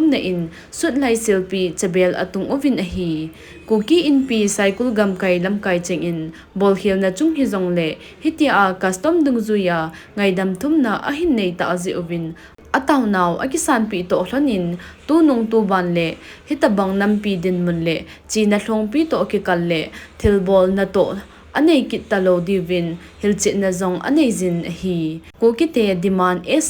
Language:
Thado Chin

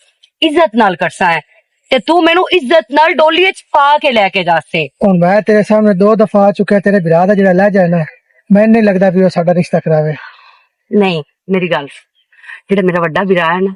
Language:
Western Panjabi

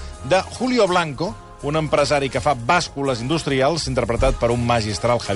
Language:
Catalan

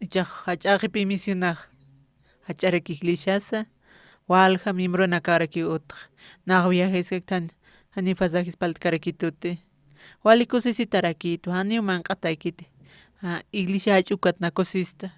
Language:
Aymara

